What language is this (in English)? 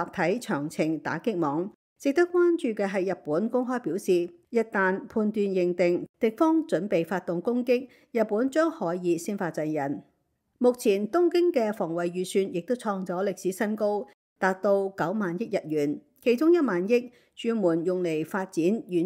Cantonese